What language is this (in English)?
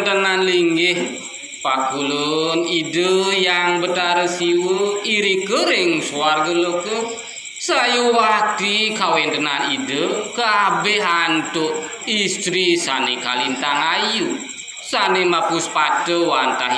Balinese